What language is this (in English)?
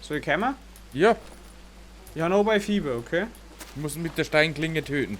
Bavarian